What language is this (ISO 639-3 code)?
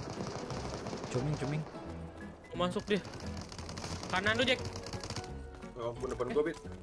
ind